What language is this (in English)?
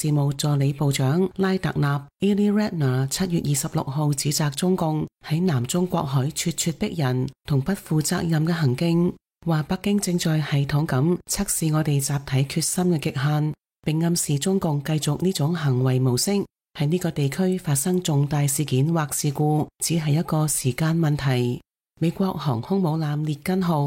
Cantonese